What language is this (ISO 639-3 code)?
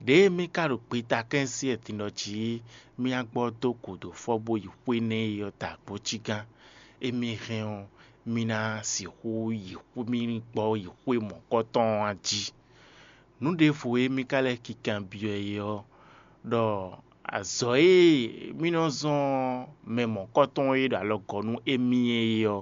fon